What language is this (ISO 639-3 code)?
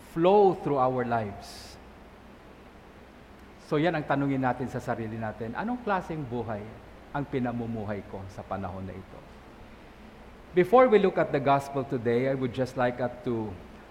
fil